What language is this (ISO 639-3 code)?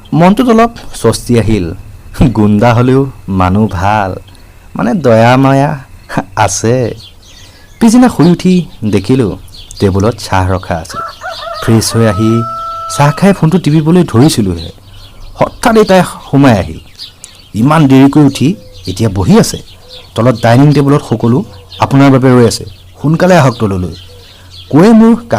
asm